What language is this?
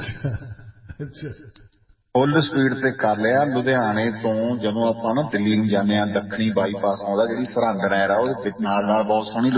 Punjabi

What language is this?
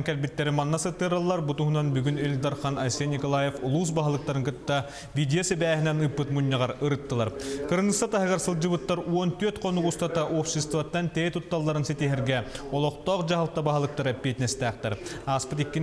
Yakut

